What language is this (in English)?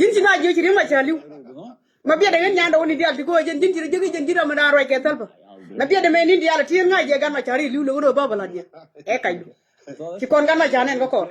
Nuer